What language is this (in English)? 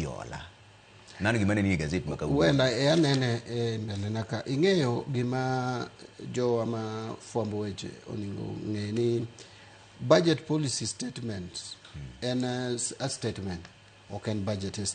Luo (Kenya and Tanzania)